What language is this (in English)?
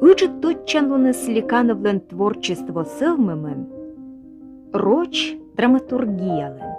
Komi